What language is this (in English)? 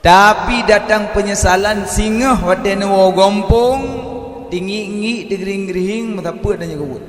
Achinese